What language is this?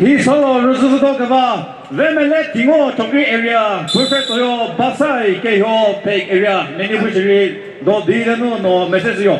Chokri Naga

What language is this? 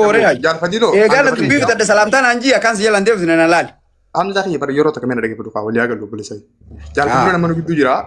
Oromo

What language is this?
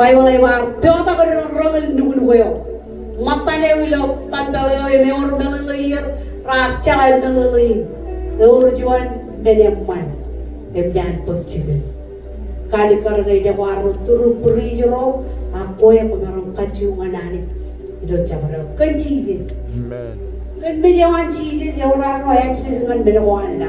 Marshallese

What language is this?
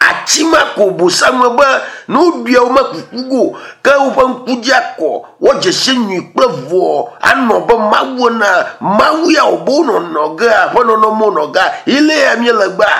Ewe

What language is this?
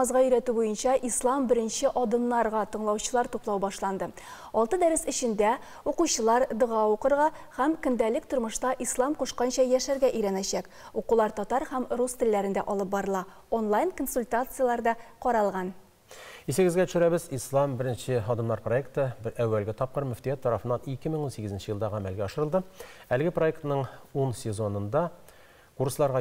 Tatar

